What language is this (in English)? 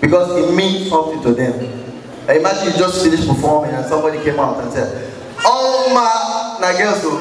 Nigerian Pidgin